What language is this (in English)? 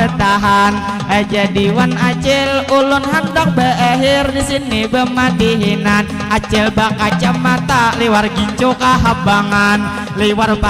Banjar